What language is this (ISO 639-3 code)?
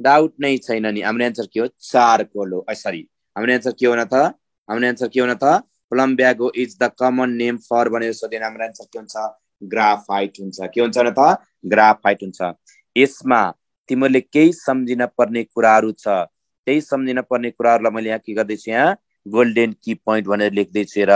nep